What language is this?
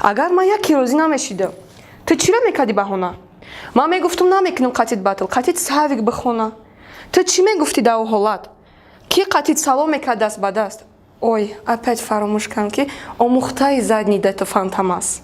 Tajik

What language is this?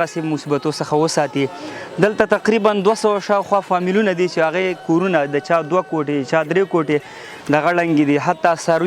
Pashto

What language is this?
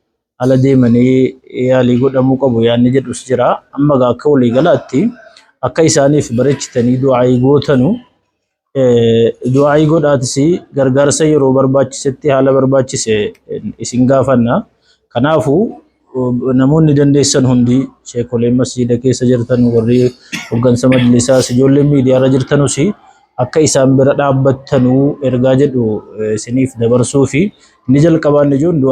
Oromo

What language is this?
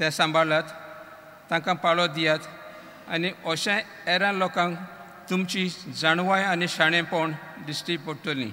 Konkani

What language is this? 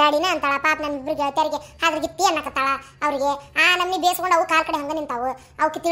Kannada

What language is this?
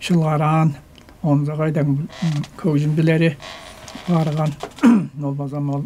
Tuvinian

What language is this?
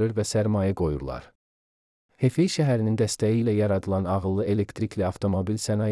Azerbaijani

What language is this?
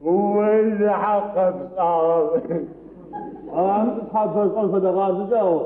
Adyghe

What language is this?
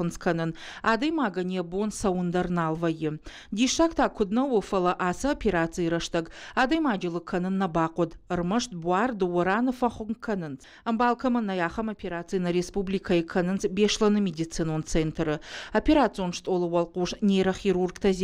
Ossetic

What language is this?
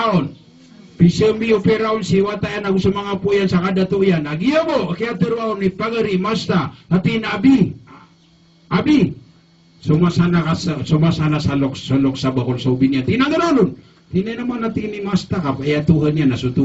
Maranao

